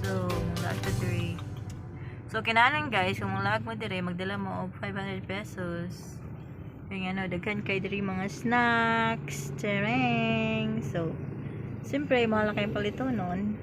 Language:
Cebuano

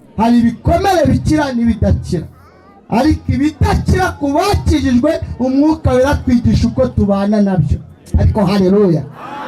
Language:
Kinyarwanda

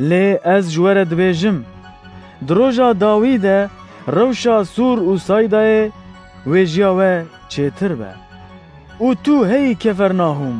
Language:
Kurdish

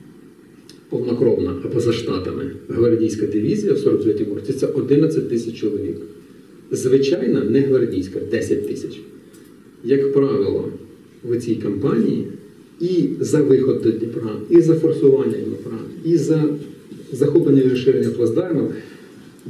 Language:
Ukrainian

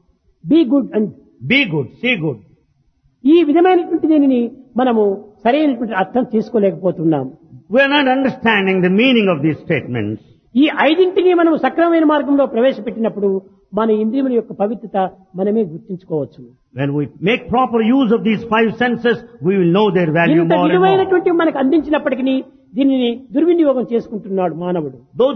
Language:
Telugu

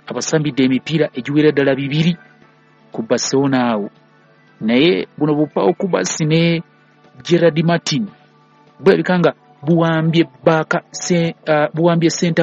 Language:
Ganda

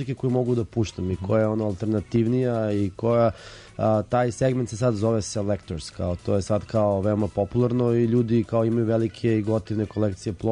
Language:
Serbian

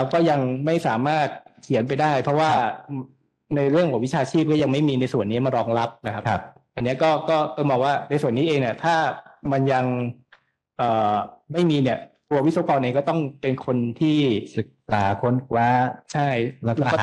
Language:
Thai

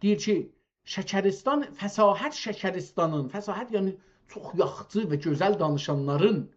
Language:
South Azerbaijani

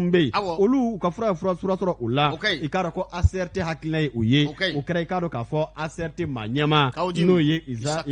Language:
Bambara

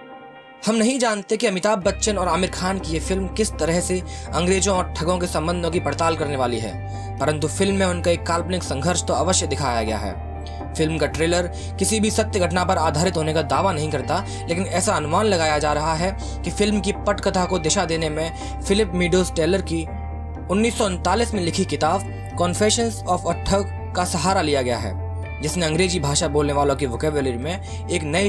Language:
Hindi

